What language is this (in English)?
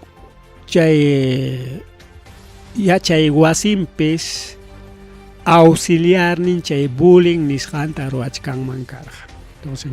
Ayacucho Quechua